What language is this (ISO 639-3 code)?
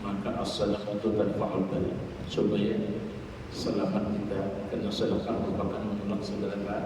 bjn